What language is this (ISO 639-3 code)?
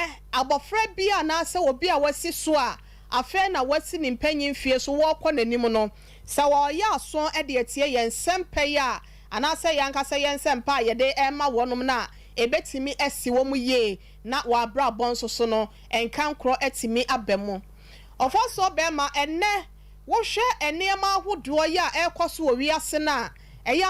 aka